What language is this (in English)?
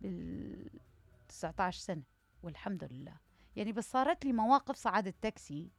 Mesopotamian Arabic